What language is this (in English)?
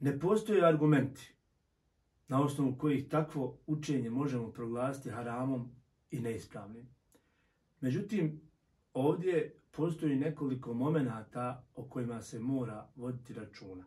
Bosnian